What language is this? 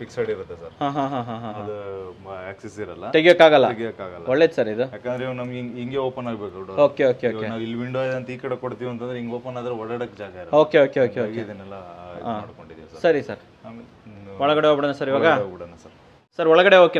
Kannada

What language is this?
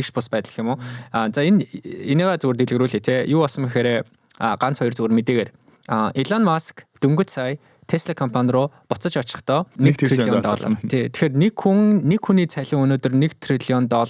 Mongolian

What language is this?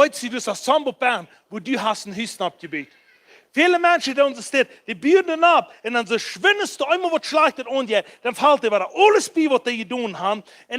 Plautdietsch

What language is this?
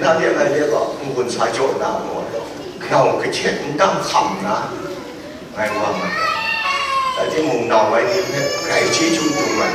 Kachin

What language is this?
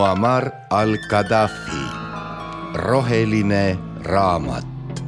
Estonian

